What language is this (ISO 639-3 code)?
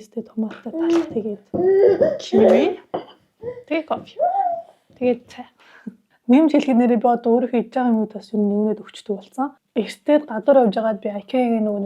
mon